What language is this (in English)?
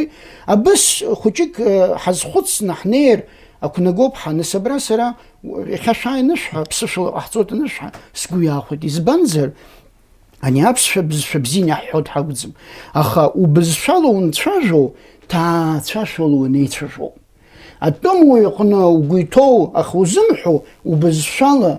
Abkhazian